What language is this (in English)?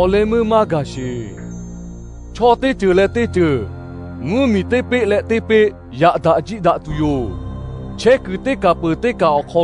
Lahu